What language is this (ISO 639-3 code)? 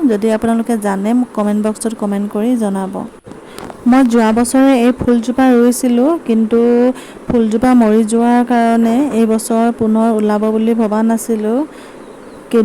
asm